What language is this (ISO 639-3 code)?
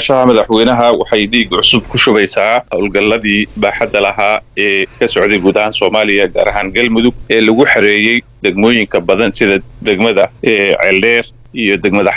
som